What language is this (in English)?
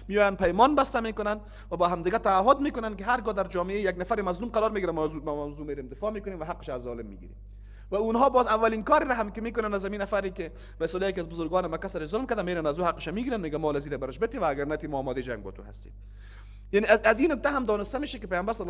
Persian